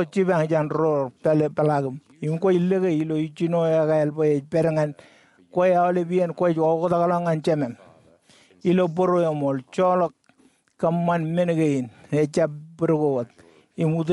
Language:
Marshallese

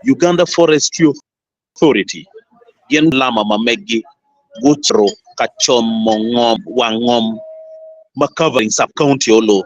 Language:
Acoli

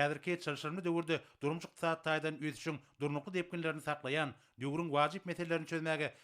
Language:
Turkmen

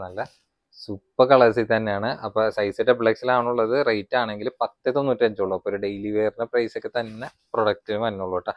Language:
Malayalam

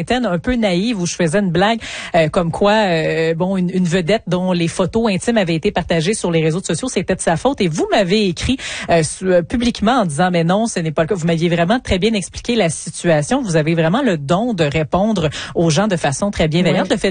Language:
French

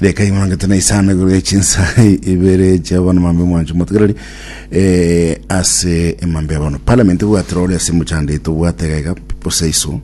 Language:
Gusii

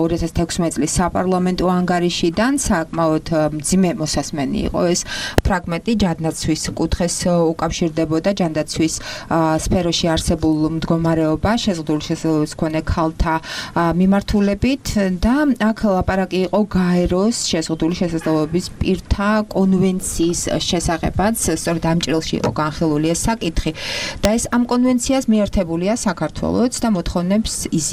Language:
Georgian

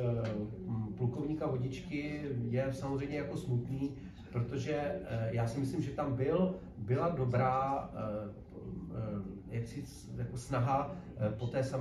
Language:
Czech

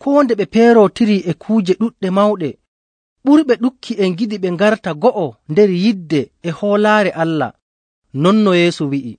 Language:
Nigerian Fulfulde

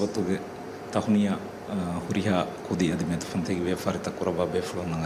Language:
Divehi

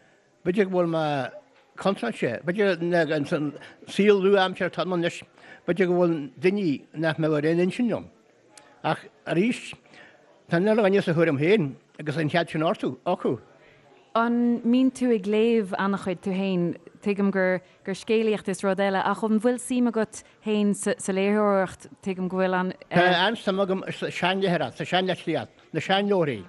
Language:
Irish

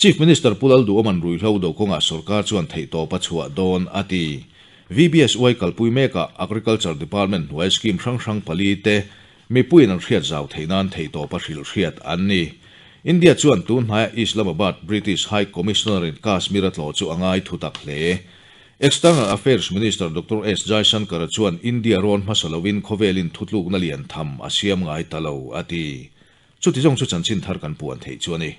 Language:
Mizo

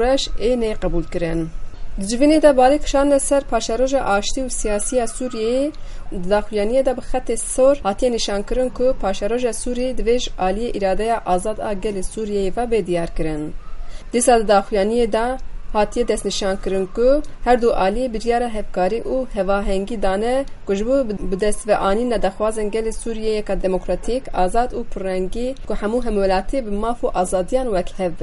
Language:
Kurdish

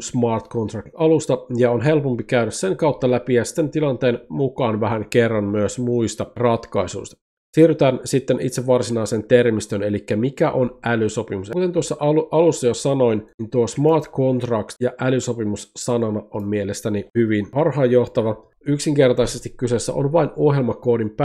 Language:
Finnish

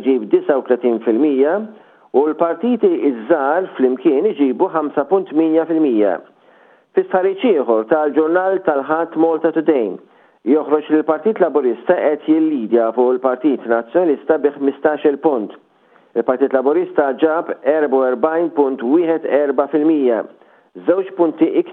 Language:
Maltese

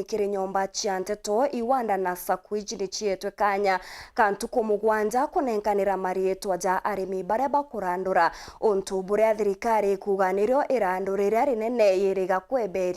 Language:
Meru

